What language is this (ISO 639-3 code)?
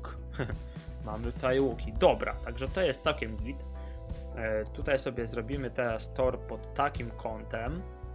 pol